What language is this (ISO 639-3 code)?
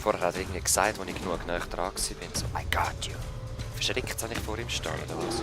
gsw